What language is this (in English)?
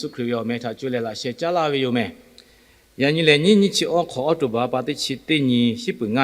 Lahu